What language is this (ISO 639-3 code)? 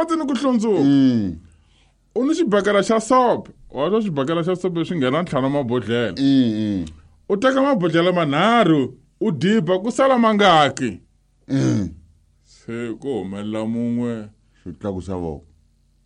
tso